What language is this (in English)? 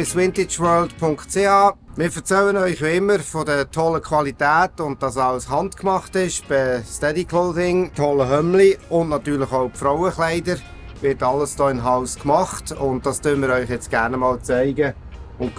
Swiss German